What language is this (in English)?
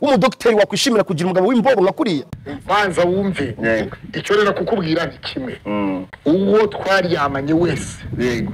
Kinyarwanda